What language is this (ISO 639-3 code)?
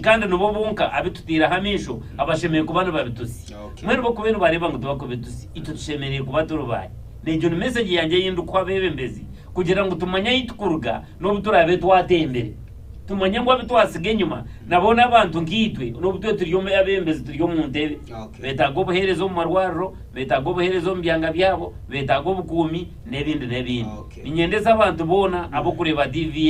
nyn